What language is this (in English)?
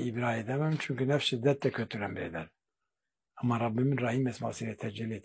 Turkish